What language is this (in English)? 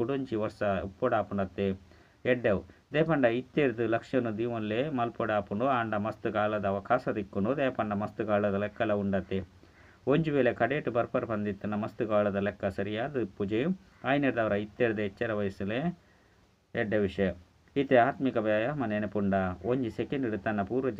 Tulu